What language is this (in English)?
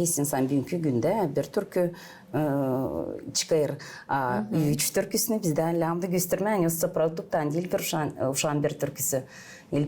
Gagauz